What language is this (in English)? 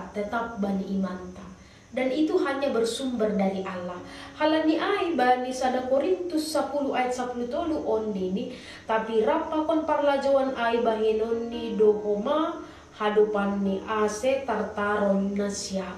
Batak Simalungun